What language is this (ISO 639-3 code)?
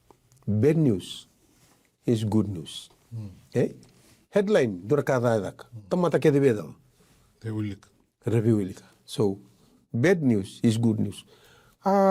fij